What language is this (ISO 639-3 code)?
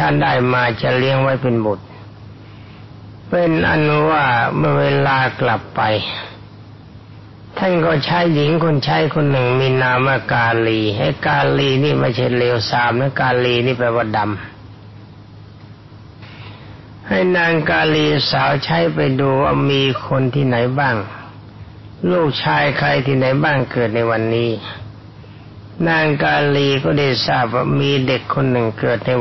tha